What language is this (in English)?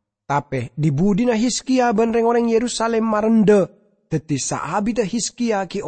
Madurese